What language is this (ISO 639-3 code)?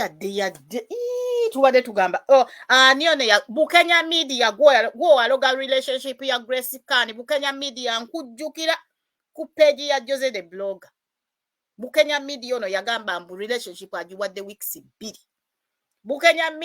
lug